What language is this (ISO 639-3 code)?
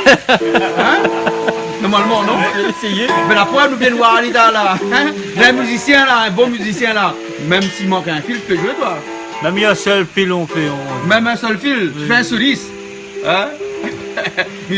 rcf